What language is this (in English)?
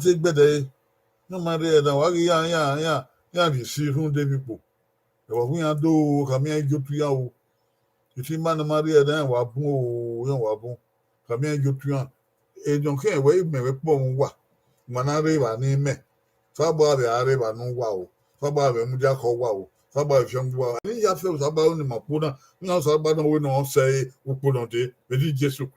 Bini